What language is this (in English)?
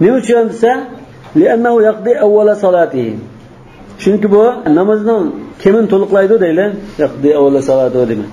Uyghur